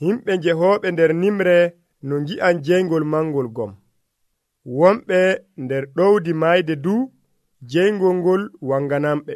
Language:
Nigerian Fulfulde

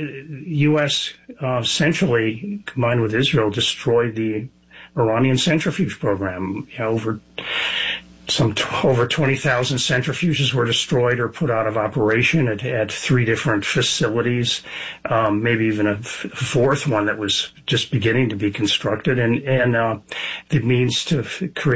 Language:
English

